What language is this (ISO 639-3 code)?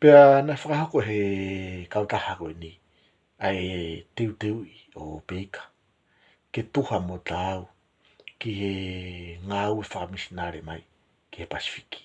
ton